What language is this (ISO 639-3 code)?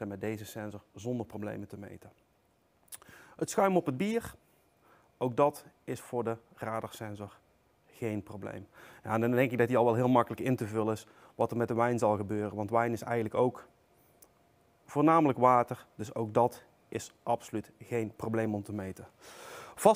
nld